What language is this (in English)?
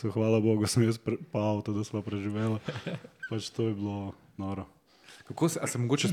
Slovenian